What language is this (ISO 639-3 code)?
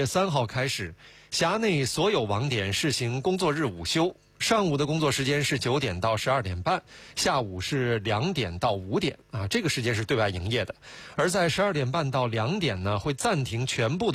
zho